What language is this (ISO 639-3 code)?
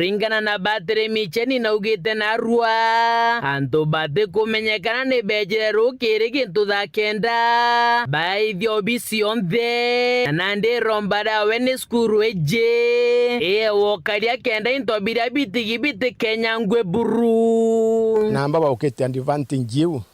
mer